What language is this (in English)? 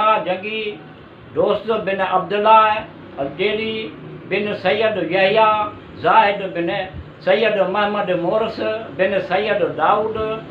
Sindhi